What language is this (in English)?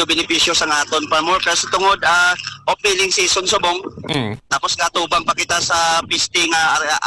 Hiligaynon